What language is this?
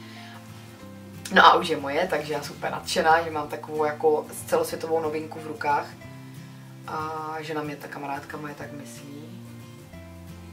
Czech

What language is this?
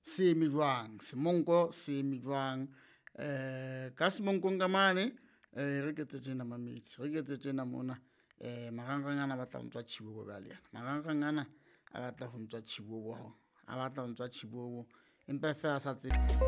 Southern Sotho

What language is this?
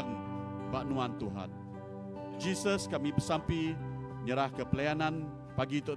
Iban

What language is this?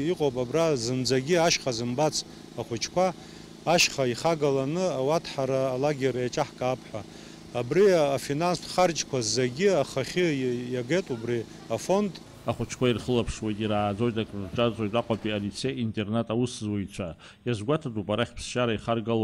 Abkhazian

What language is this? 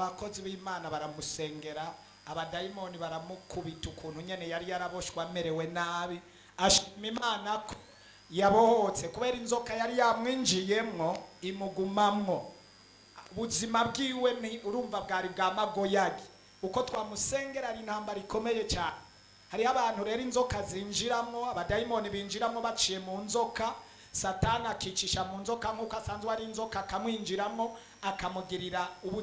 Rundi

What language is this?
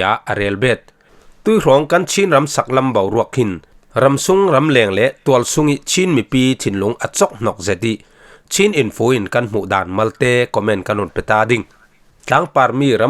Falam Chin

